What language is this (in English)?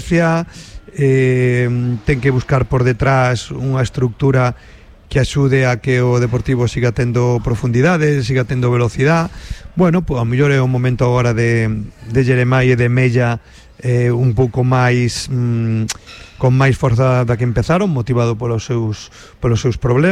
Galician